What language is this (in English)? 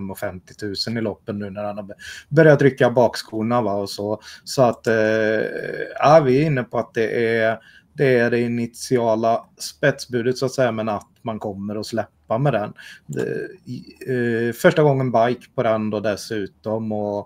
Swedish